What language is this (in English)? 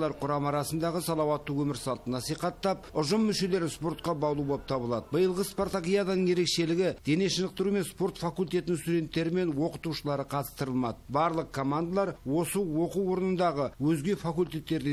Kazakh